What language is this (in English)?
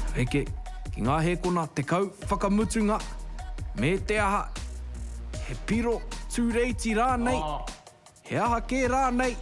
Māori